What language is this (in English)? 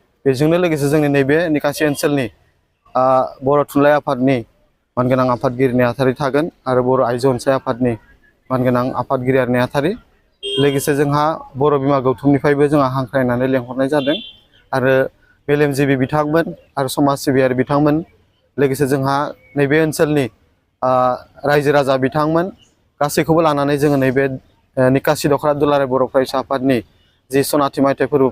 Bodo